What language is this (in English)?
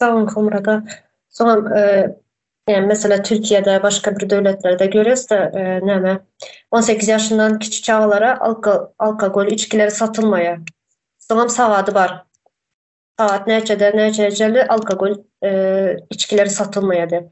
Turkmen